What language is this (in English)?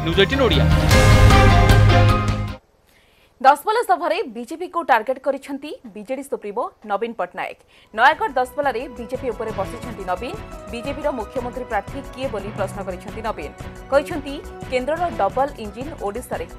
Odia